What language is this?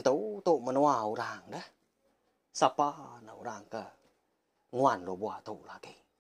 Iban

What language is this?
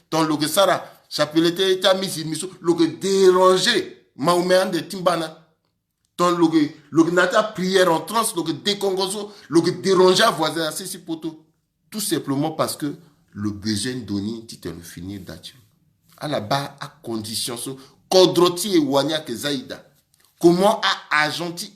Sango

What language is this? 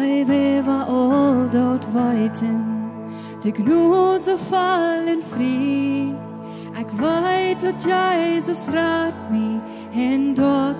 Plautdietsch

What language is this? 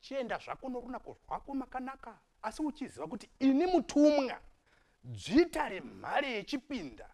Shona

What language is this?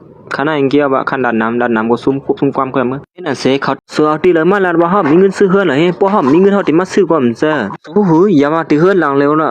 Shan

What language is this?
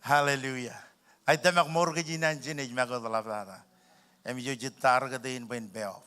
Marshallese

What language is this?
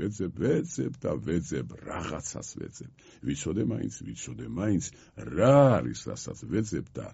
Georgian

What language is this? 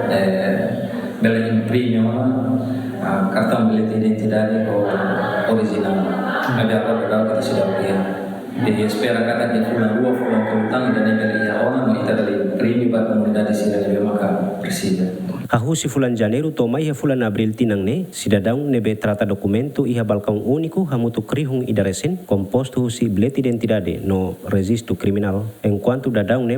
Tetum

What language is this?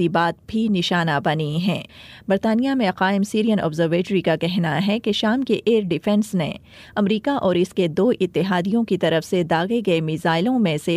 Urdu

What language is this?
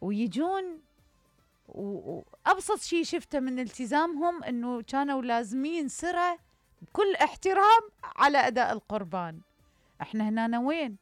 Mesopotamian Arabic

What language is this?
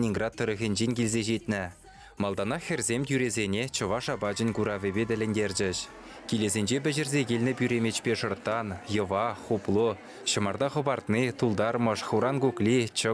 Chuvash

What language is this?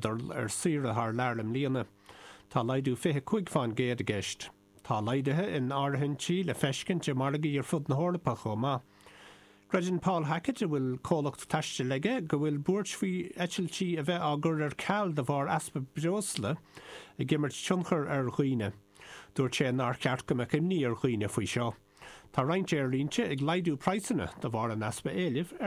Irish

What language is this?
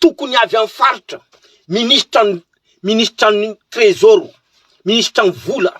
Malagasy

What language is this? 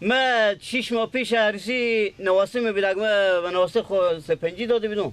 Persian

